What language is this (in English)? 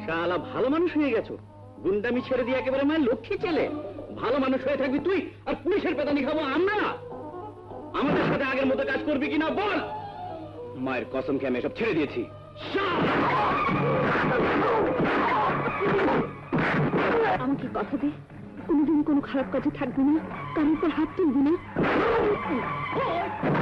Bangla